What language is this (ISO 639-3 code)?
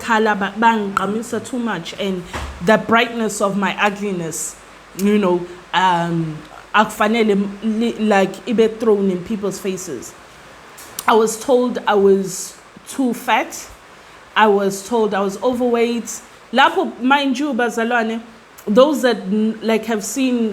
zul